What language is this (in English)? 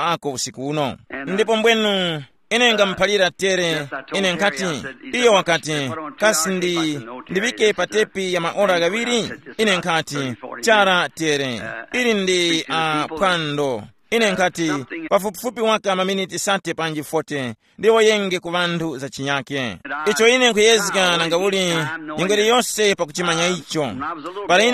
Tumbuka